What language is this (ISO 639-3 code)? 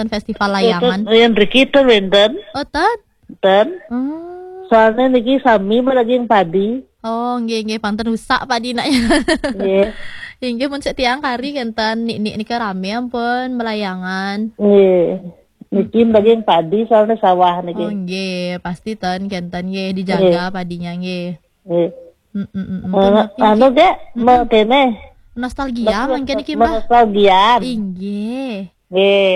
ban